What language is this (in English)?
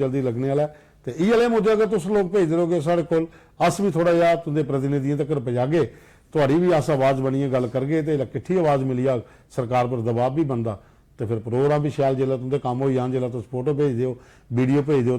Dogri